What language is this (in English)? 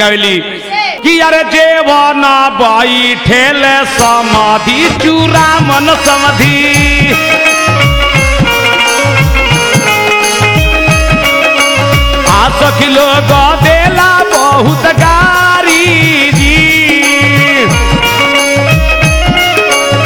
Bhojpuri